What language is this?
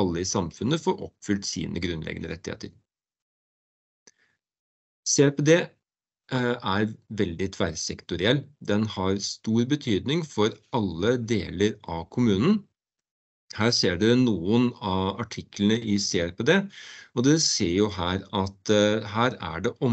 Norwegian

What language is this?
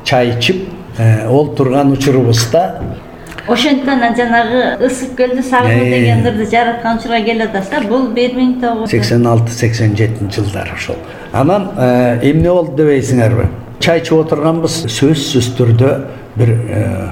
Kyrgyz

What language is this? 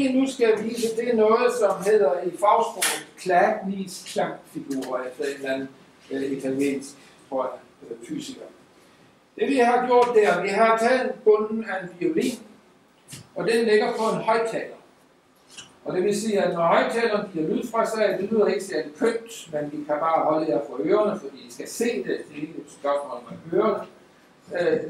Danish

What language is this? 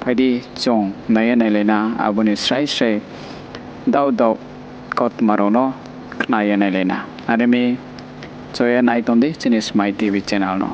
Riang (India)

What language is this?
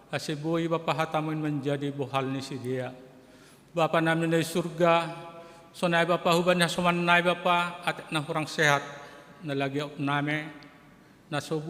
Batak Simalungun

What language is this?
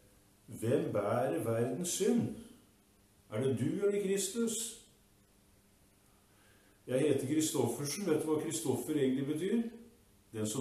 Norwegian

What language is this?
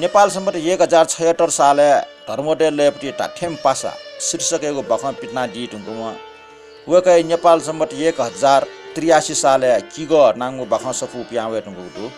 Newari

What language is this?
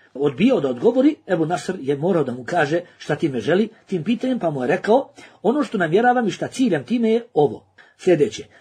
Bosnian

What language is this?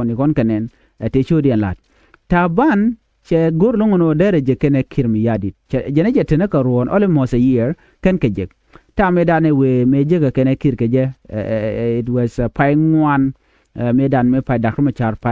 Nuer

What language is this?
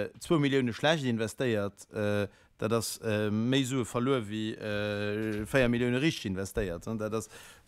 Luxembourgish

